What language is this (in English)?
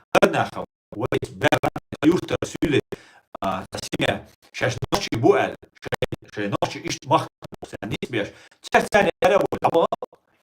Chechen